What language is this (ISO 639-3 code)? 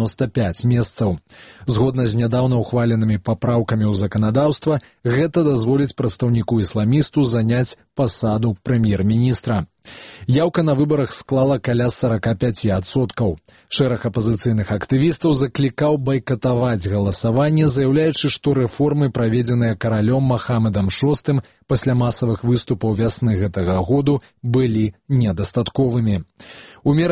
bel